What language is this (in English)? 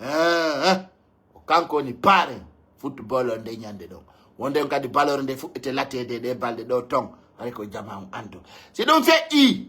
Pular